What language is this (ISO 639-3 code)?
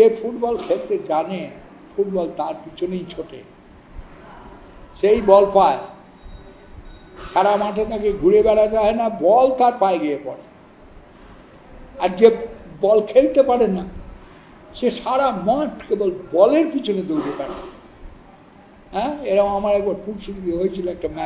ben